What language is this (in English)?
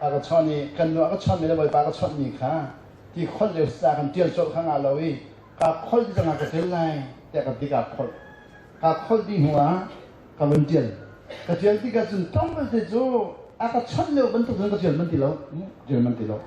Hakha Chin